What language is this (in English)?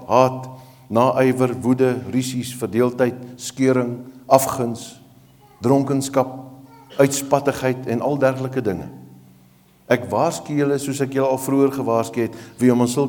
Afrikaans